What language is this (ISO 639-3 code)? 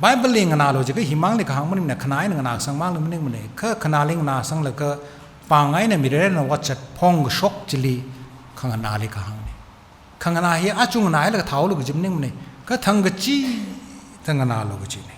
nmf